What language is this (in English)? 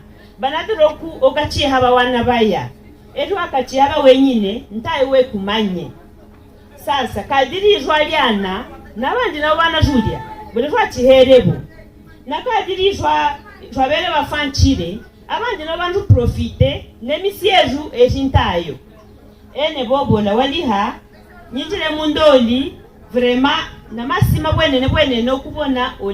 Havu